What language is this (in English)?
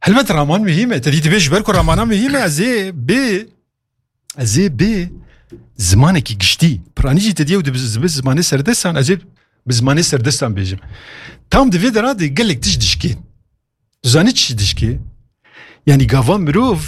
Kurdish